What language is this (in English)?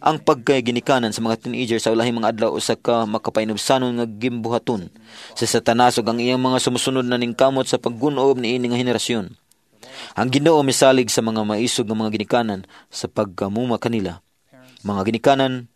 Cebuano